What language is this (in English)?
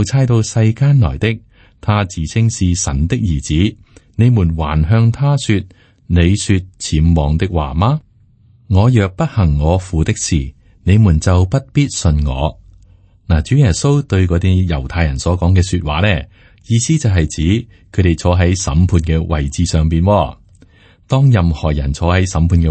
Cantonese